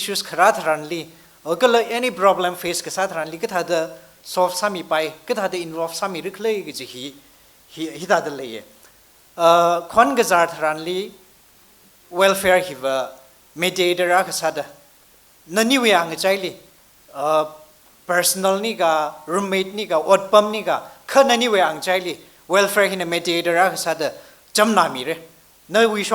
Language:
Tangkhul Naga (India)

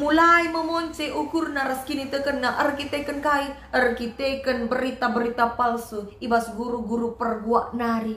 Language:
Batak Karo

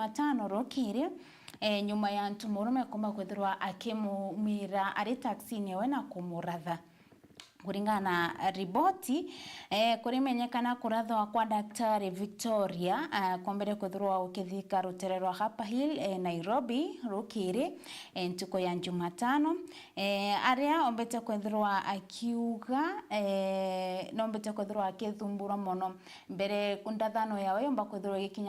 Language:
Meru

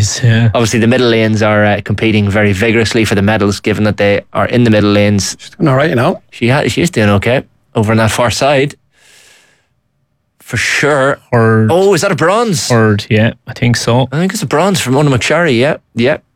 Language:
English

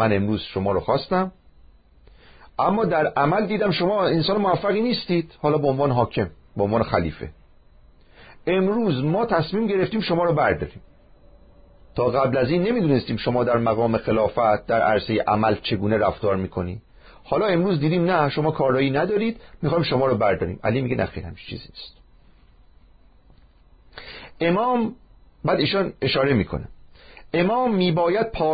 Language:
Persian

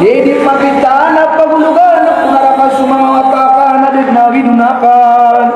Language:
Maranao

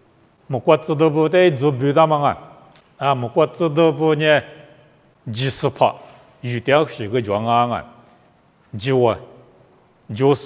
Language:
Lisu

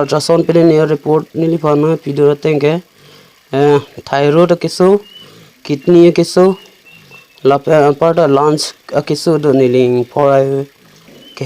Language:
Karbi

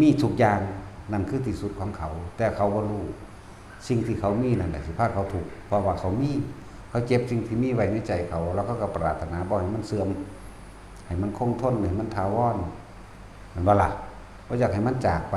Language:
Northeastern Thai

